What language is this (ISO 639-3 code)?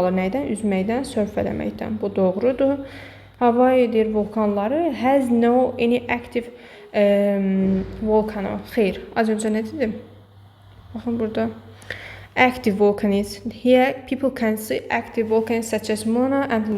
aze